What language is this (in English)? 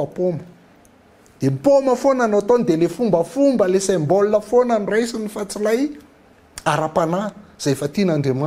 Malagasy